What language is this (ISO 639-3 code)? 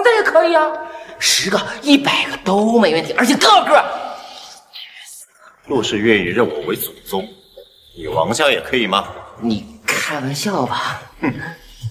zho